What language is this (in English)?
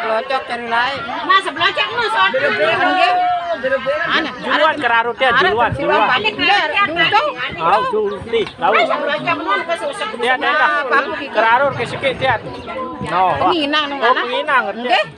Sasak